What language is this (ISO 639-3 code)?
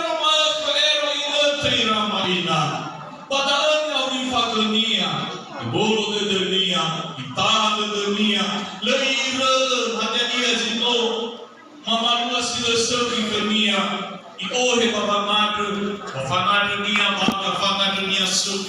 nia